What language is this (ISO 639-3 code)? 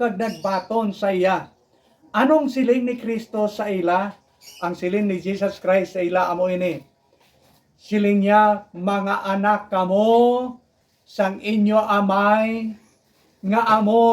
hil